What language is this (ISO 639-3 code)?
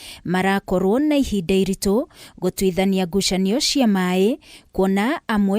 kik